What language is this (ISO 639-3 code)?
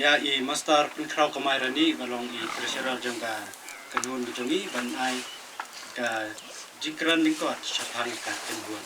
kha